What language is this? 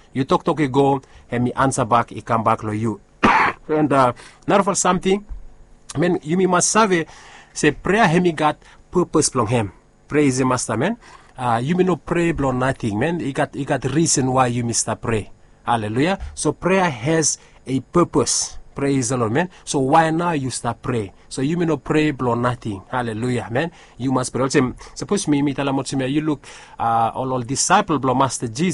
Bislama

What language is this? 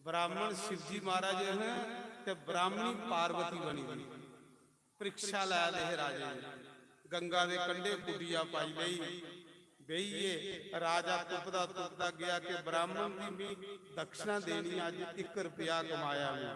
Dogri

